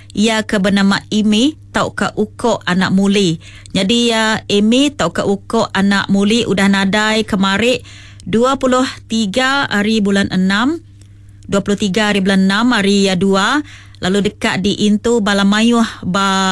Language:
Iban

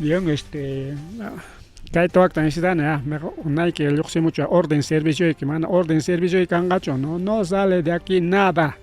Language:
Ayacucho Quechua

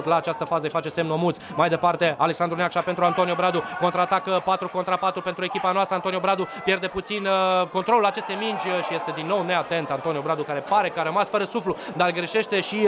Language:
Romanian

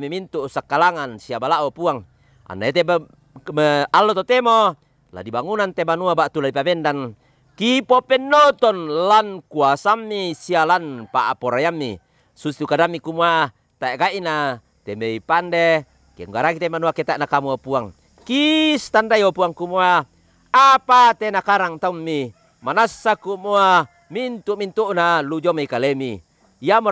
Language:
Toraja-Sa'dan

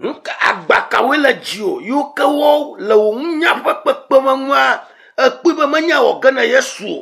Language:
Ewe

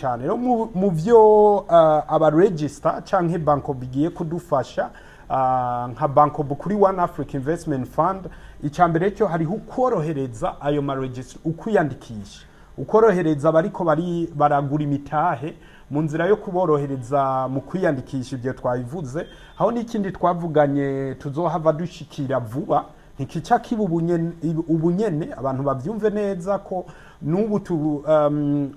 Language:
Rundi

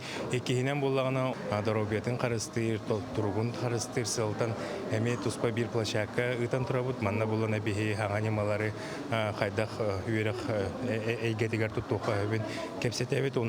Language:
Yakut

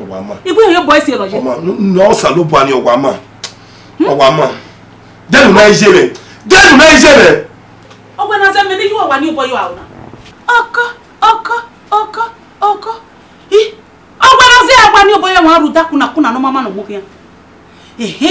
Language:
Bini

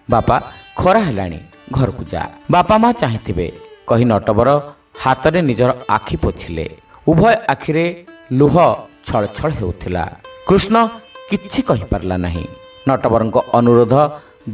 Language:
Odia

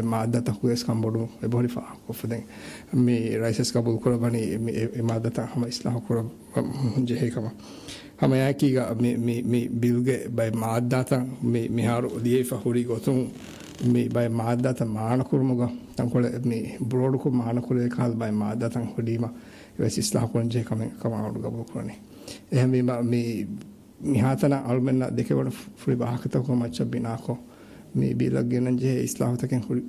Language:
Divehi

